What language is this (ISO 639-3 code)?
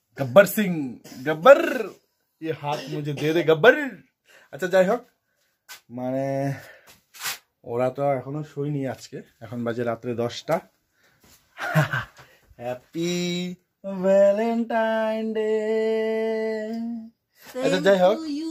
ben